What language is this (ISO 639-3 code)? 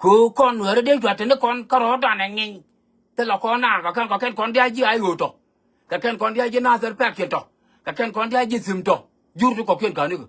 nus